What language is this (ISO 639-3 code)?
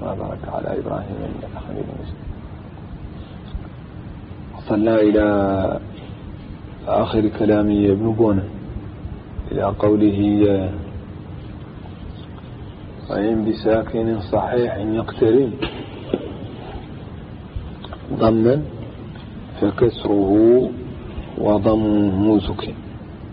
ara